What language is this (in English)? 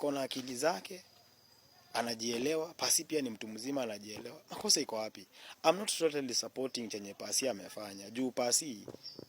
Swahili